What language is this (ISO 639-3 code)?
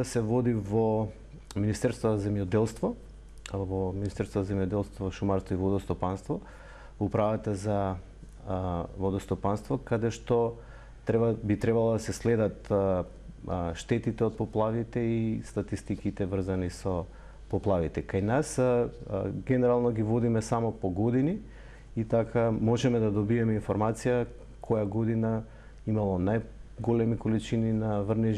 mkd